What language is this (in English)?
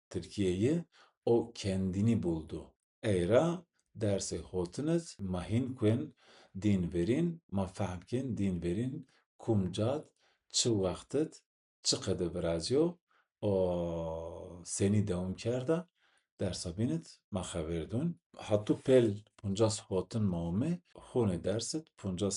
Zaza